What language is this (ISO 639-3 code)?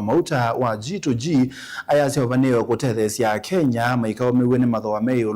kam